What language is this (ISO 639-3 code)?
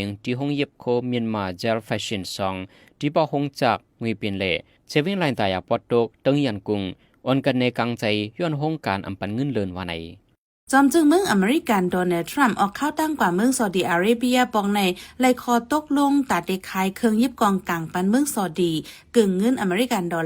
shn